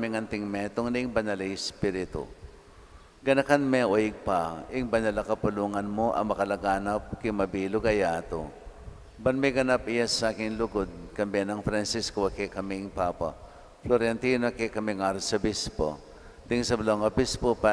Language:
Pampanga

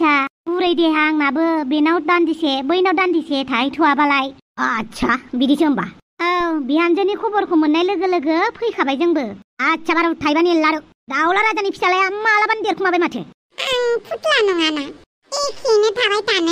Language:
Bodo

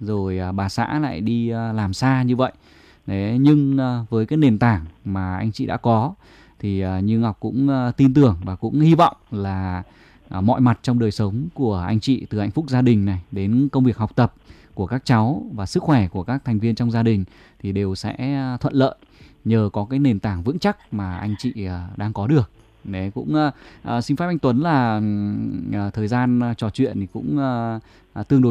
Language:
Vietnamese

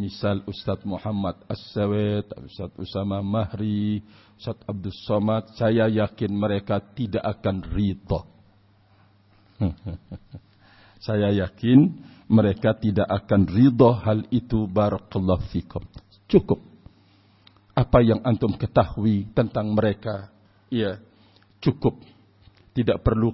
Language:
Indonesian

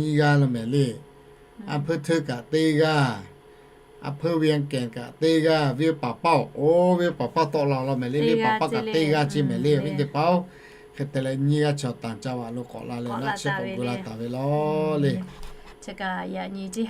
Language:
Lahu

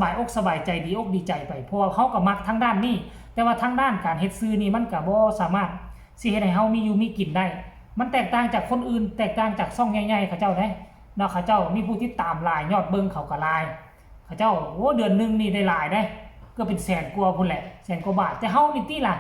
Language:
Northeastern Thai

